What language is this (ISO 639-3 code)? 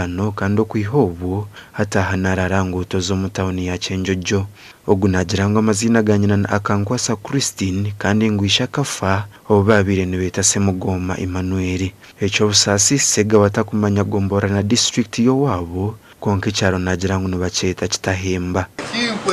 nyn